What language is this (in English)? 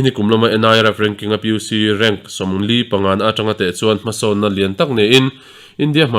Mizo